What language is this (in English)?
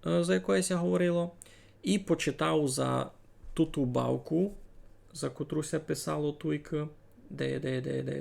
Rusyn